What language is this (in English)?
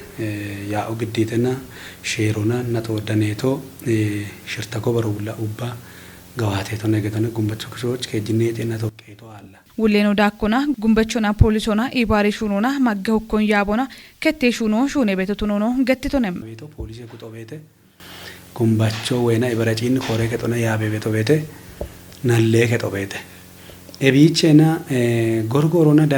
Kafa